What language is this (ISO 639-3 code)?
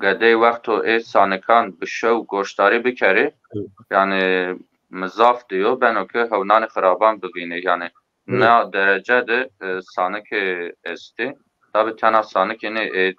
zza